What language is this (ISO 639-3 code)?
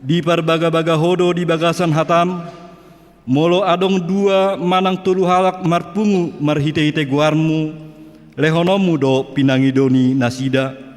bbc